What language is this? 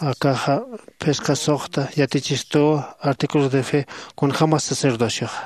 Aymara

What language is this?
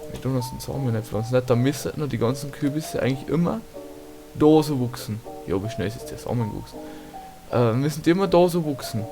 Bavarian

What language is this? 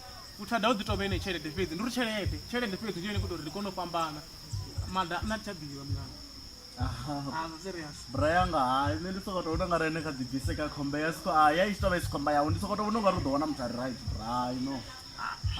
Venda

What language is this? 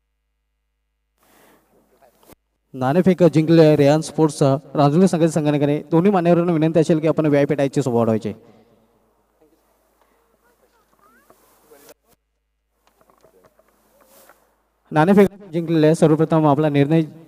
Marathi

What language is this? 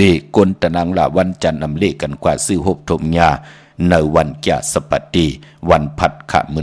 Shan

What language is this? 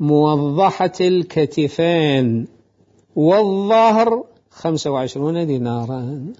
Mesopotamian Arabic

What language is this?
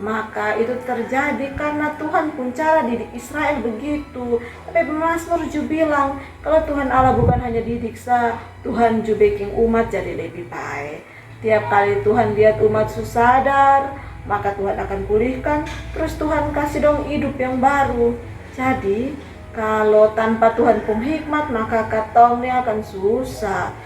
Kupang Malay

